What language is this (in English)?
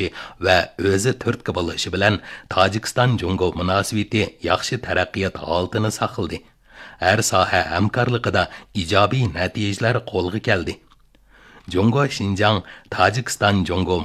Uyghur